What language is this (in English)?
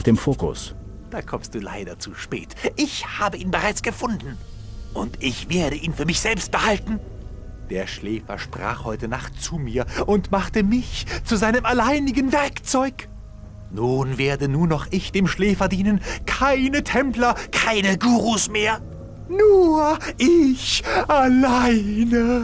Bavarian